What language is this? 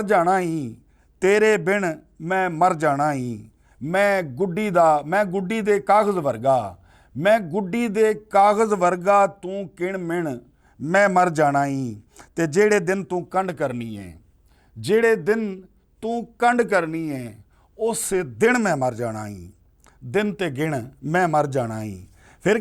Western Panjabi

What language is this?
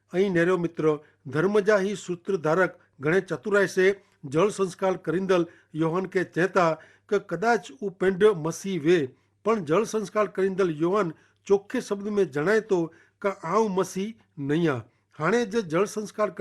Kachhi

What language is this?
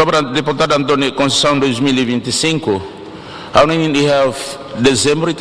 Tetum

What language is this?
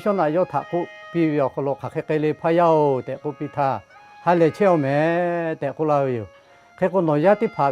Lahu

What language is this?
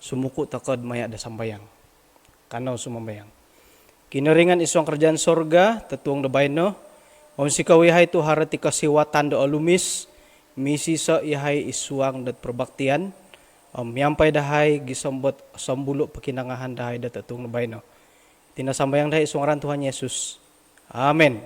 Central Dusun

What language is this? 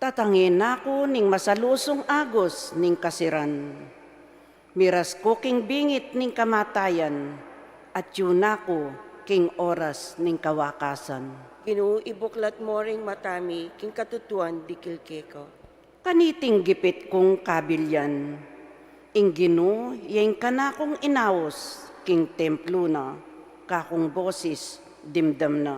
Pampanga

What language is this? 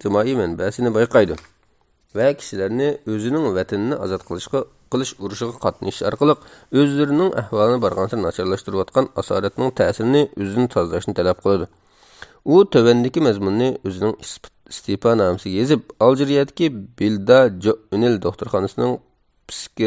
Uyghur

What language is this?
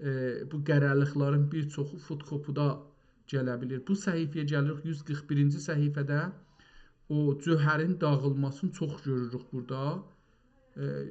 South Azerbaijani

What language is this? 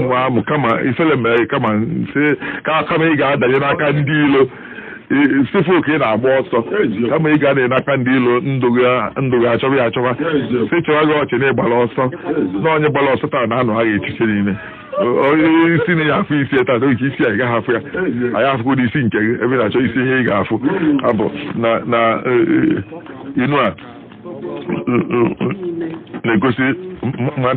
Igbo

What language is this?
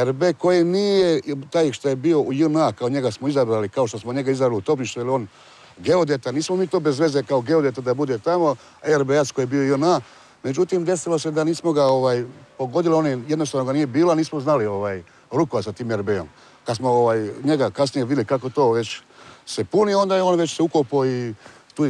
Croatian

